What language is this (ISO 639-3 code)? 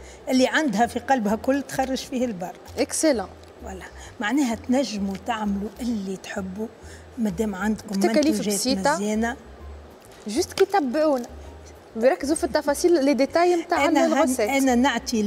aeb